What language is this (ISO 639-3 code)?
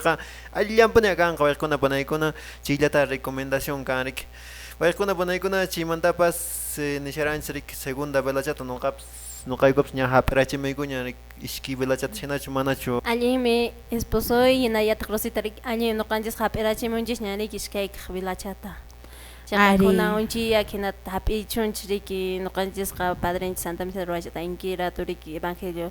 que